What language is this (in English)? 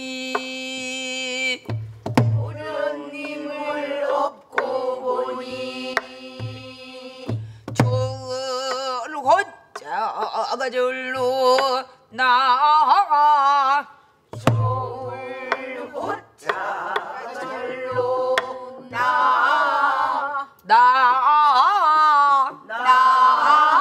Korean